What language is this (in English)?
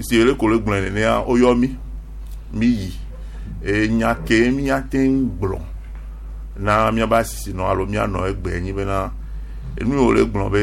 Gen